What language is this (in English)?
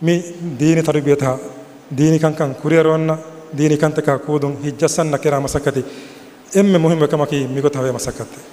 Divehi